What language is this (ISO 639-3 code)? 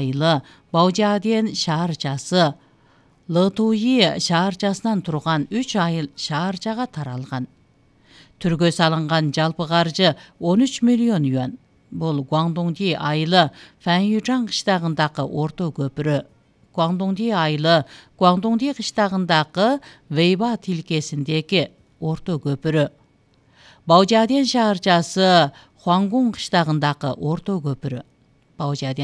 kir